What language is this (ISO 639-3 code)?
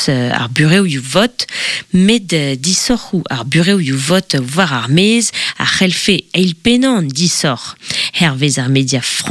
bre